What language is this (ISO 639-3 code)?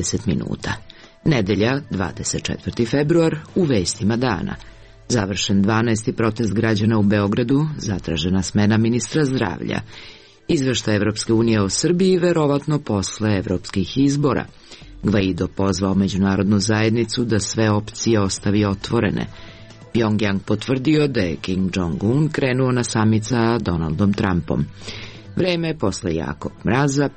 srp